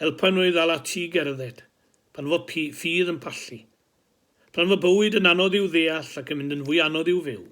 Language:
Welsh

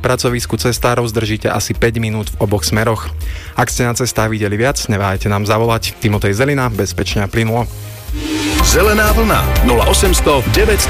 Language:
Slovak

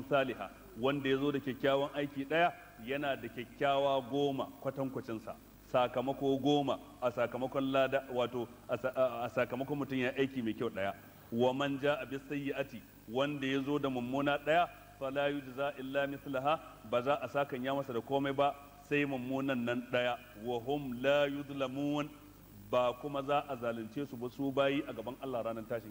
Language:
Hausa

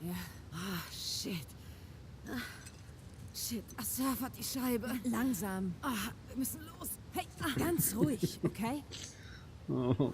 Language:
Swiss German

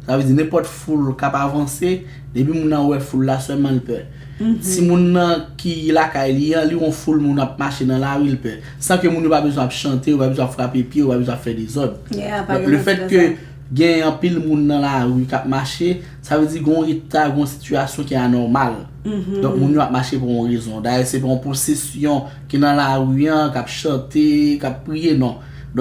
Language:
Haitian Creole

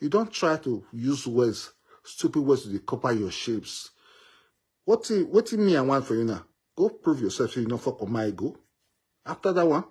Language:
Nigerian Pidgin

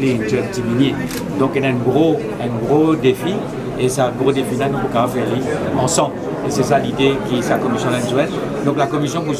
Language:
Morisyen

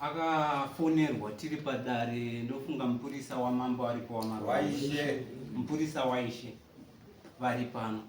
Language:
Shona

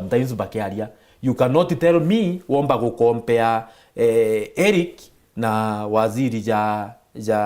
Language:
Meru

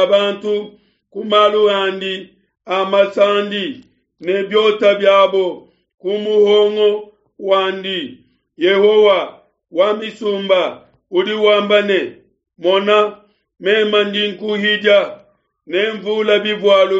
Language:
Luba-Lulua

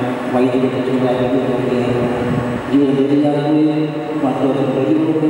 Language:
Malayalam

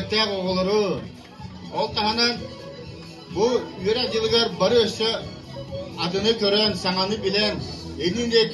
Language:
Yakut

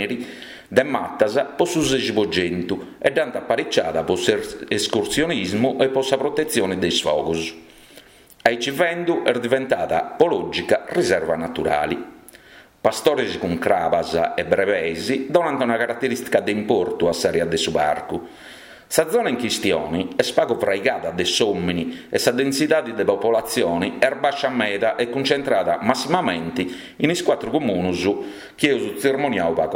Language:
Sardinian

